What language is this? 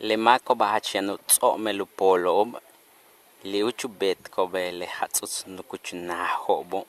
Yucateco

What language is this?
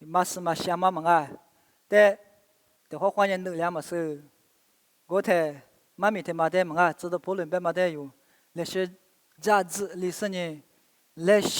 Lisu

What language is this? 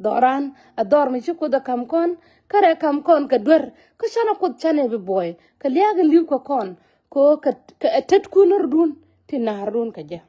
Nuer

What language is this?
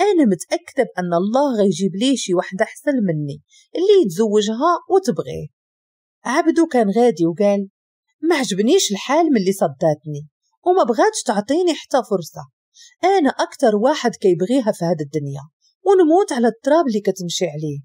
Moroccan Arabic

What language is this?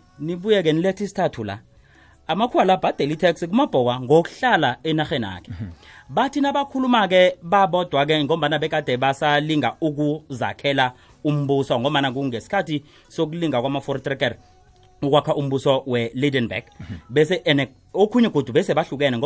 South Ndebele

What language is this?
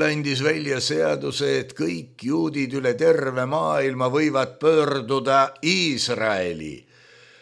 Estonian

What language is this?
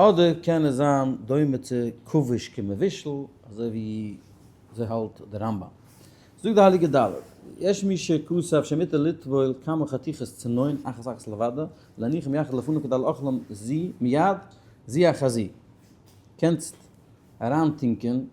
Yiddish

